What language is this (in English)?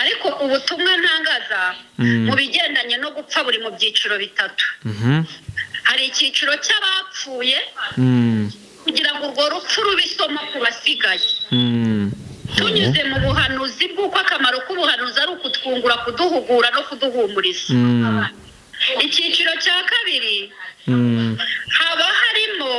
Kinyarwanda